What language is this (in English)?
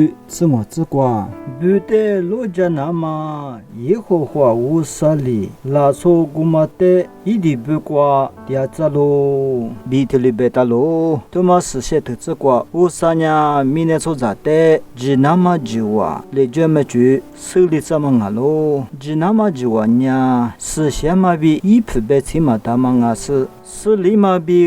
Lisu